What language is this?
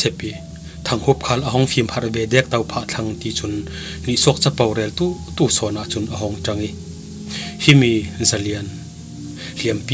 Falam Chin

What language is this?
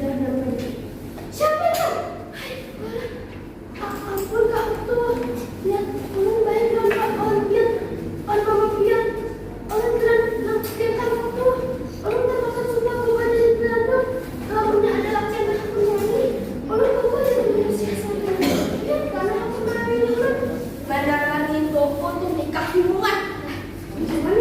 Banjar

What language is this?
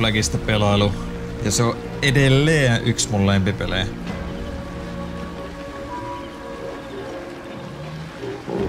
Finnish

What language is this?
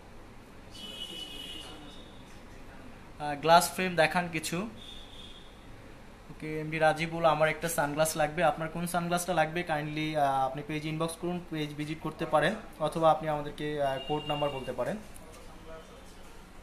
Bangla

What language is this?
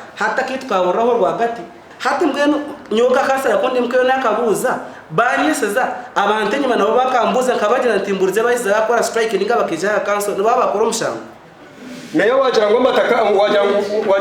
Nyankole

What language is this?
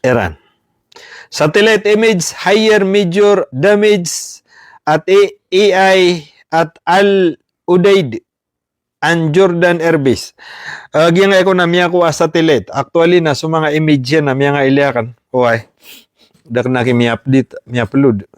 Maranao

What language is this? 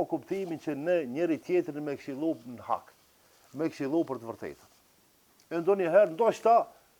Albanian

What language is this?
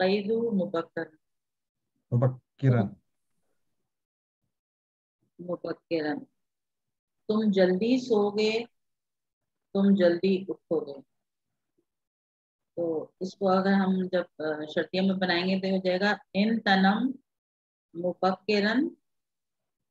Urdu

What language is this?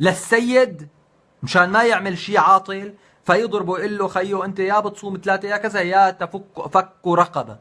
North Levantine Arabic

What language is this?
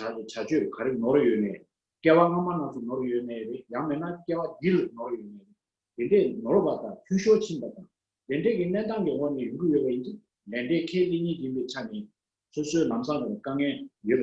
Tibetan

